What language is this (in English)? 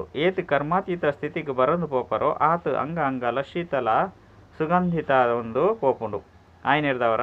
Tulu